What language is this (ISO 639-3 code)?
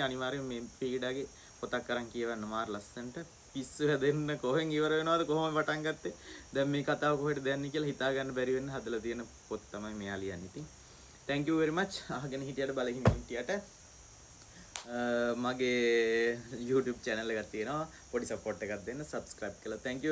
sin